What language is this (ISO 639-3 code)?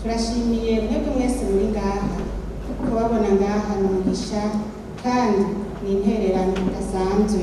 run